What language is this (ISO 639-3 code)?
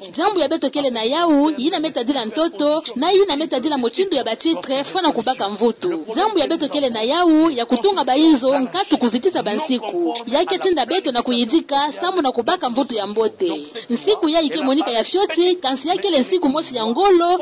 ktu